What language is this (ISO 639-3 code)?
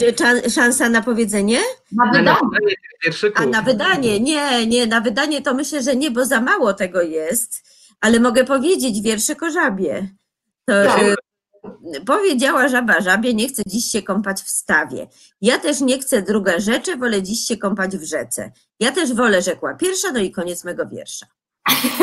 pol